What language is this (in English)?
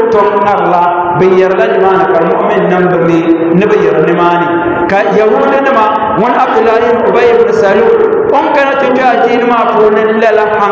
Dagbani